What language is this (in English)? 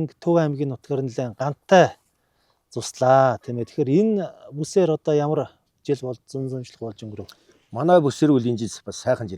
Mongolian